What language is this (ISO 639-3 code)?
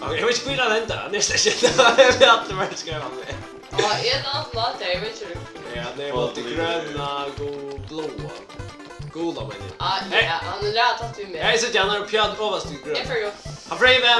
fao